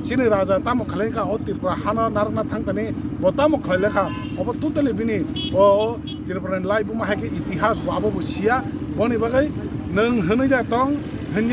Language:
Kok Borok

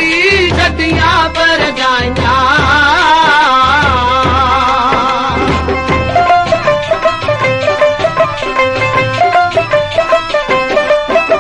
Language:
Punjabi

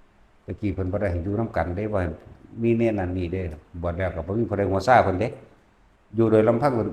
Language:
Lao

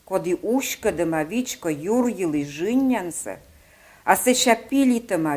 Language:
Komi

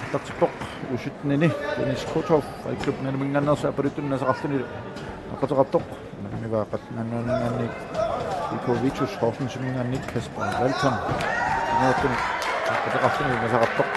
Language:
Kalaallisut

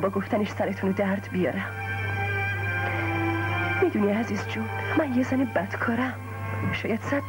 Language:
Persian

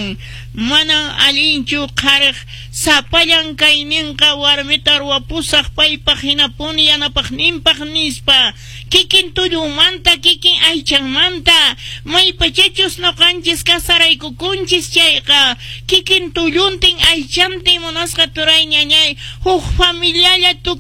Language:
Quechua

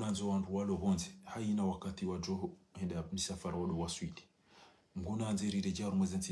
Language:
Ngazidja Comorian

